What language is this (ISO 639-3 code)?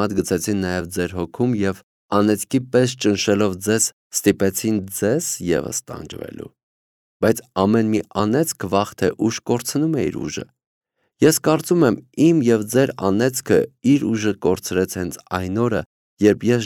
hye